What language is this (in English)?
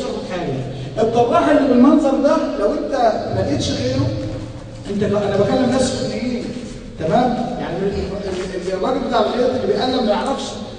Egyptian Arabic